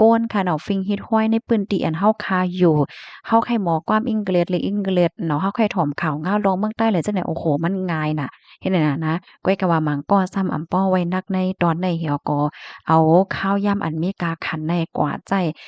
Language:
Shan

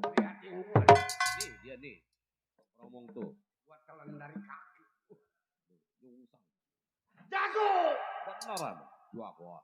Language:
Betawi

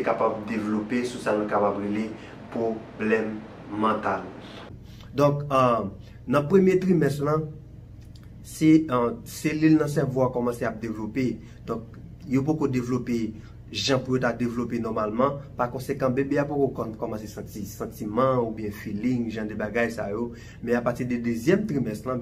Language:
Haitian Creole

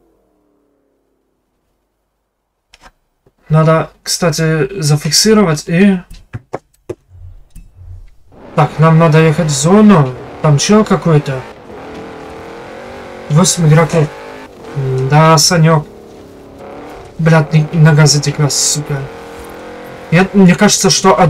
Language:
Russian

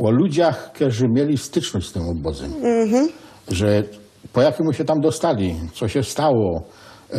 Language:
Silesian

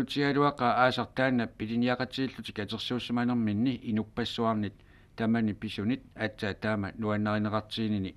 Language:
Kalaallisut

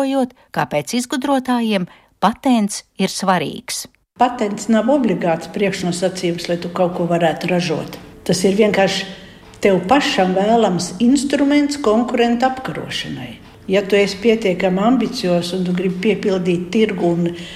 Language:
Latvian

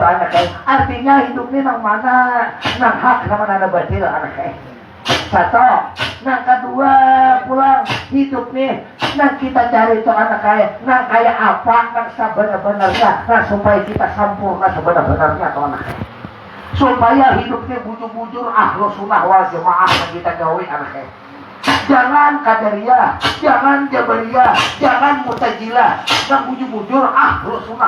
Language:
Banjar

